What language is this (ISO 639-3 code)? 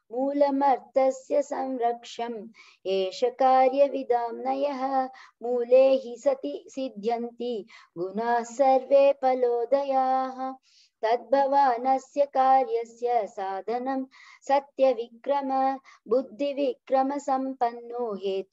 san